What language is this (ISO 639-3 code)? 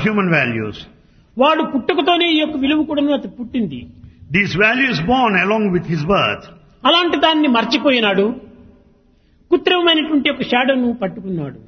tel